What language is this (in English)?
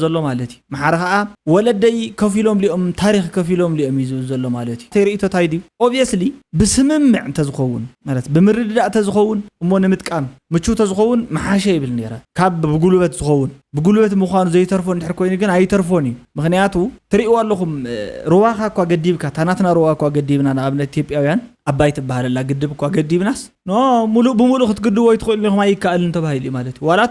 Tigrinya